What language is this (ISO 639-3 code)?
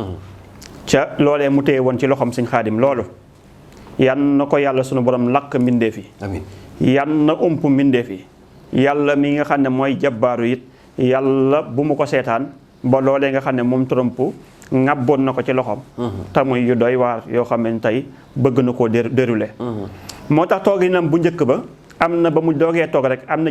wol